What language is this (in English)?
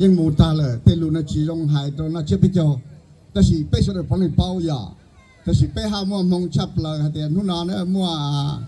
Hmong